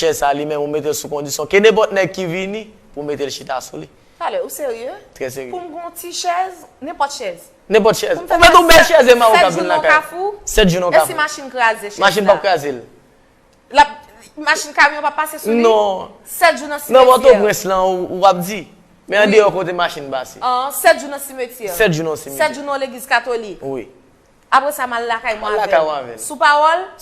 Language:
Haitian Creole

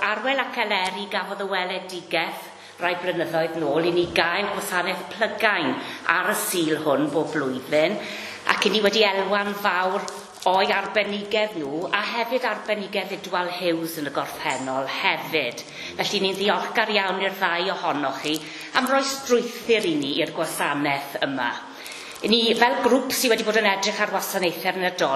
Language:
Welsh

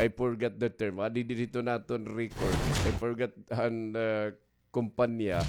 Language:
Waray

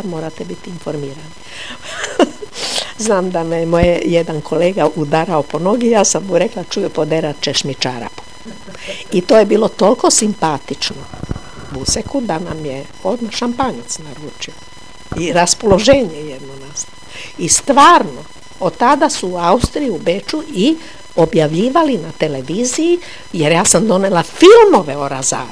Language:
Croatian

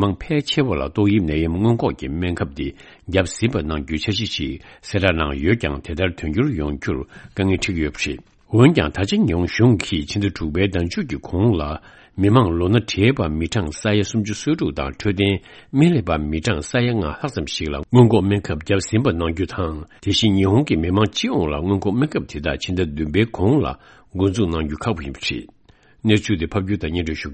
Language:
Tibetan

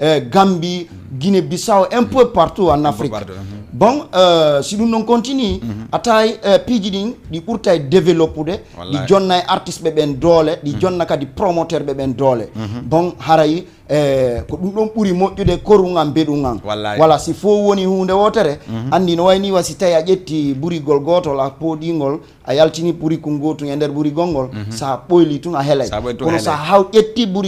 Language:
Fula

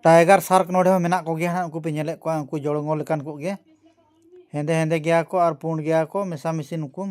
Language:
Santali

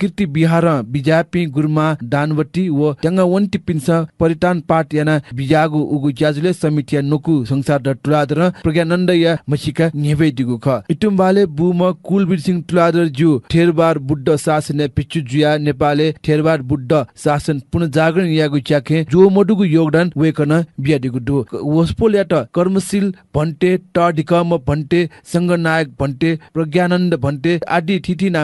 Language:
Newari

